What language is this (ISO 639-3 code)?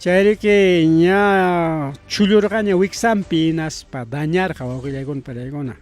quy